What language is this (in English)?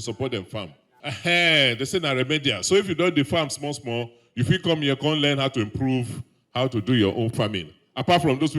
Nigerian Pidgin